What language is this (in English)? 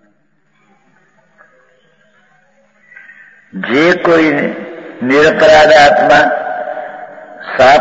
Gujarati